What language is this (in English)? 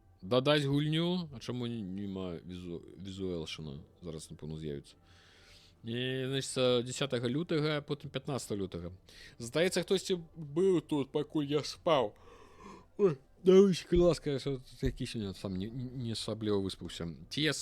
Belarusian